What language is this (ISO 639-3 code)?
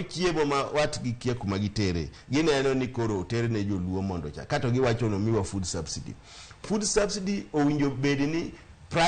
luo